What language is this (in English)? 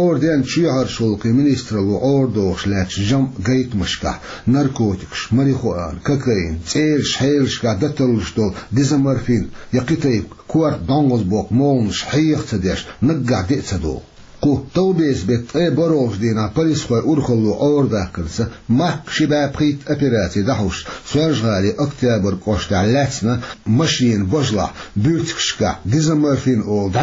Chechen